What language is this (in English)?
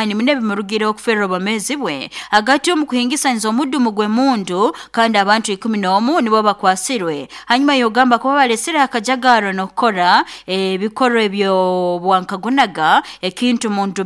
Nyoro